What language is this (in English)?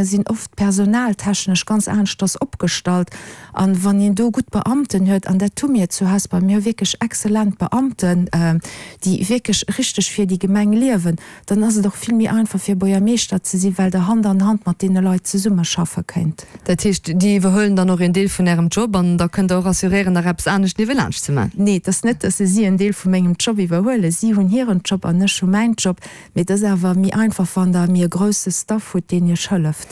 Luxembourgish